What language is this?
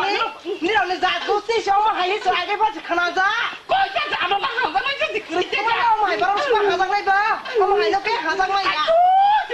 Kok Borok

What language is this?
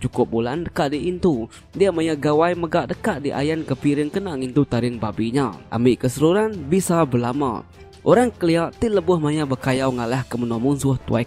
Iban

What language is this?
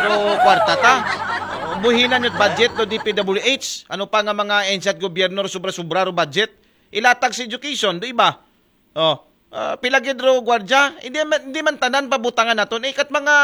Aklanon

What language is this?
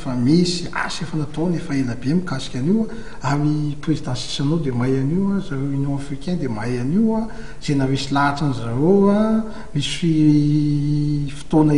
Malagasy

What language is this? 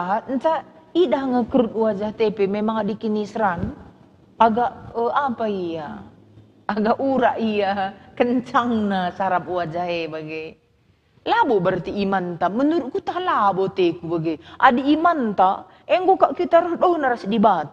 Batak Karo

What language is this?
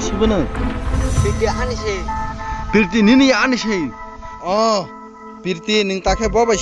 Kok Borok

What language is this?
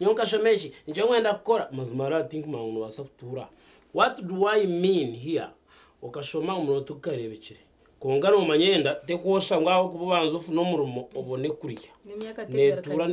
Nyankole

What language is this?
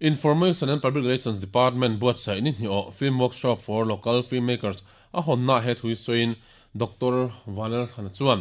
Mizo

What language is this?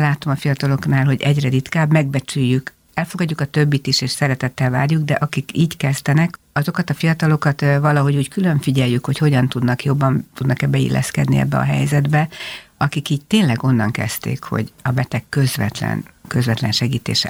Hungarian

